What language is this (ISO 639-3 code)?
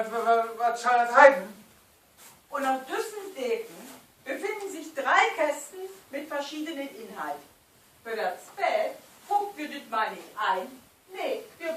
nds